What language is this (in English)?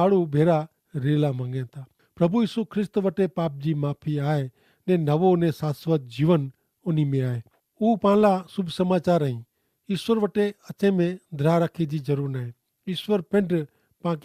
Kachhi